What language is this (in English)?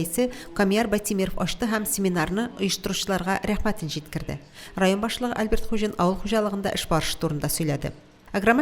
Tatar